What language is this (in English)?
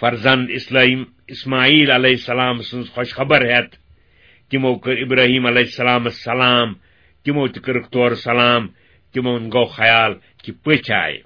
Kashmiri